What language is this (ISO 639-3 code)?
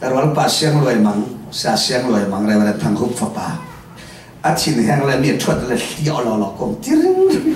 cfm